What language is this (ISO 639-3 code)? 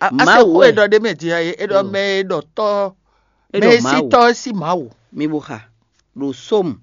fon